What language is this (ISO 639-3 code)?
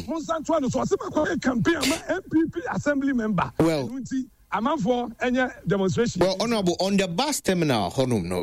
aka